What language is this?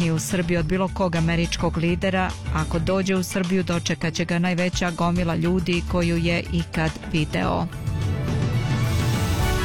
Bosnian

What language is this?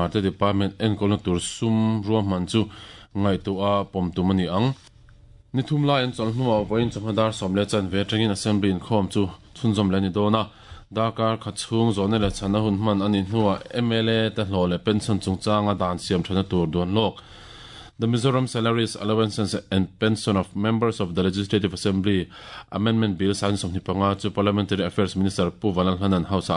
Mizo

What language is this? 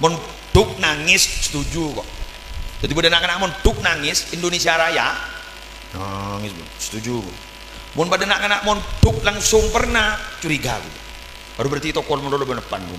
Madurese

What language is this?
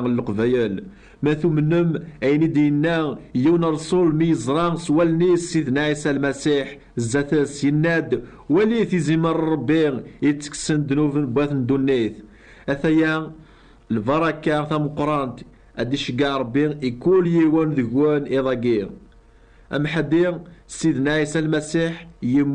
Kabyle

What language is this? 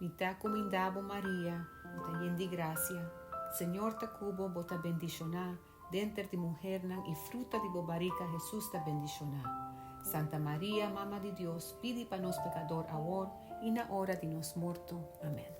Papiamento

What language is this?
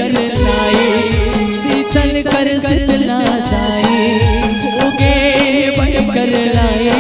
Chhattisgarhi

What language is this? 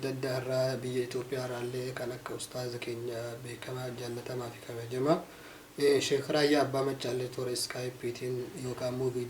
Oromo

